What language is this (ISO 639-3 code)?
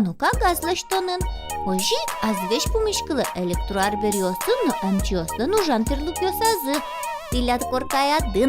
udm